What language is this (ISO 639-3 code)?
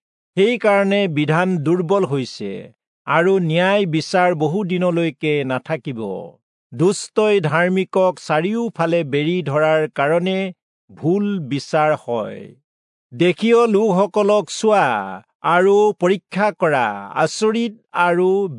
asm